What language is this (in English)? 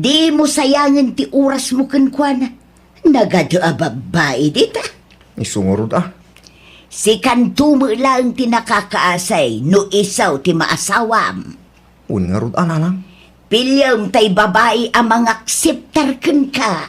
Iloko